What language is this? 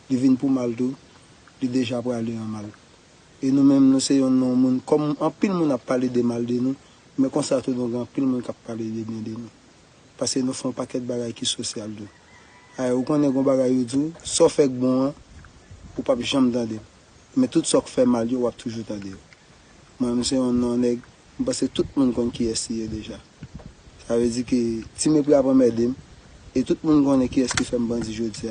Haitian Creole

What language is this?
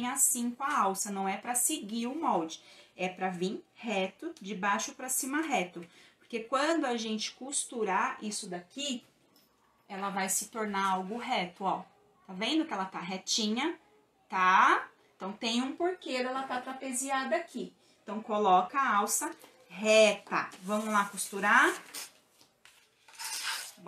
Portuguese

